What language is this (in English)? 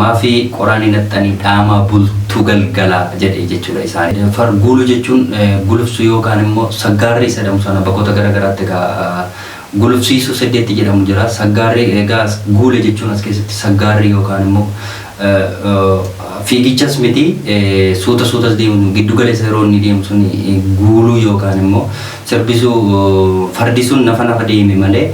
Oromo